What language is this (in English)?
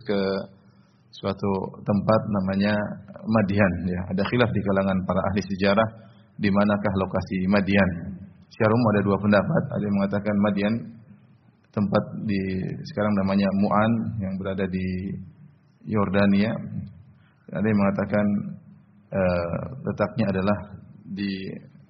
Indonesian